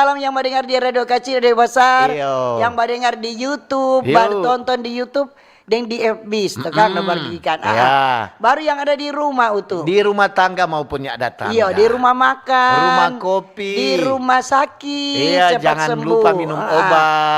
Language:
Manado Malay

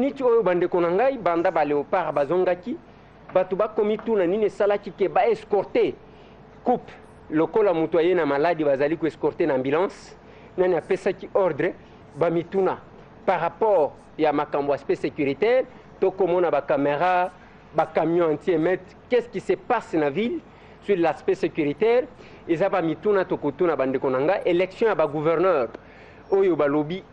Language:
Lingala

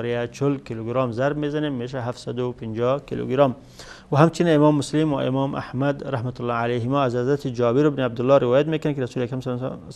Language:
Persian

